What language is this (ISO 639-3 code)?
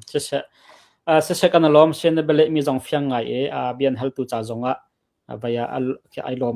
cnh